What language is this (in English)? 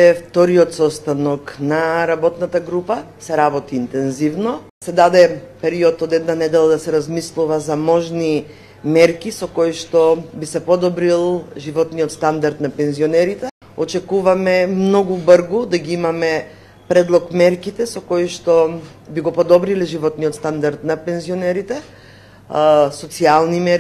Macedonian